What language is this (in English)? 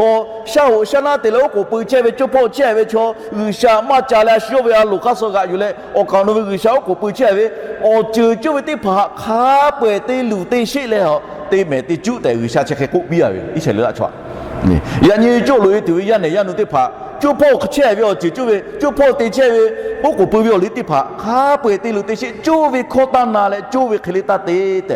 Lahu